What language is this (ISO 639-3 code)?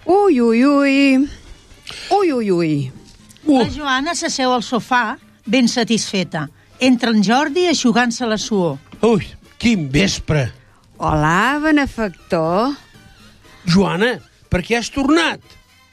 cat